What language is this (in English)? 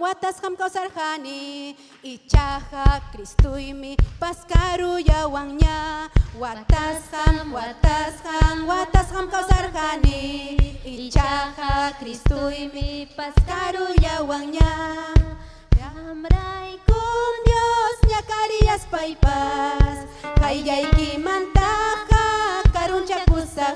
Ayacucho Quechua